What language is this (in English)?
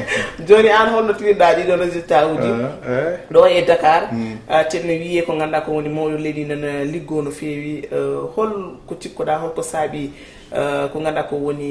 Fula